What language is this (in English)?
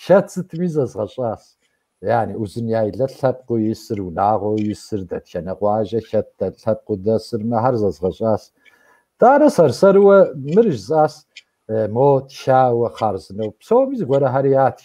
Kabardian